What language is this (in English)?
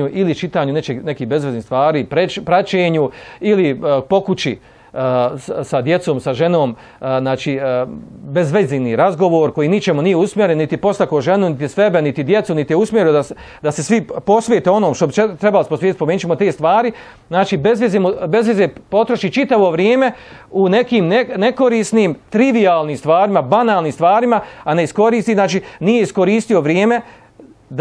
Bosnian